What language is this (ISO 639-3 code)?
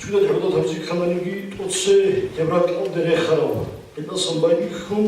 ava